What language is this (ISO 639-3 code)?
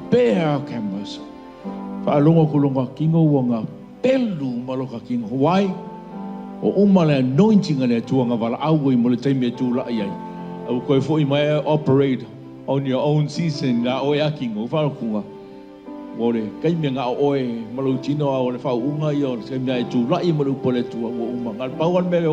smo